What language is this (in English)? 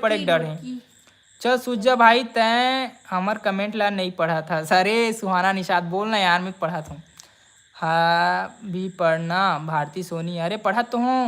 Chhattisgarhi